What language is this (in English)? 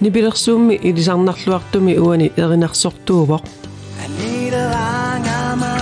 Kalaallisut